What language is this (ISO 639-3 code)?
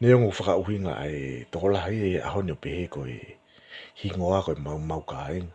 ton